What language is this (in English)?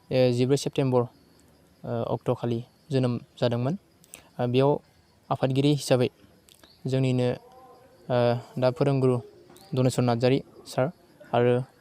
Bodo